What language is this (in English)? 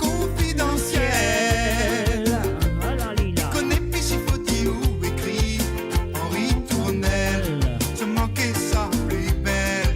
Morisyen